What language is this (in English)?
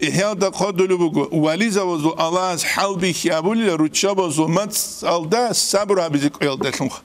Avaric